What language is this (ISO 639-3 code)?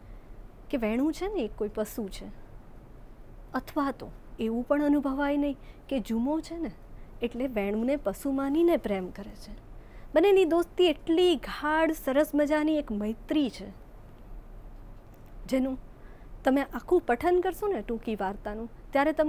guj